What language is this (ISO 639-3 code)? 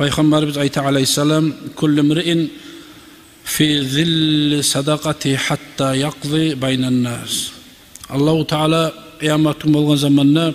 kum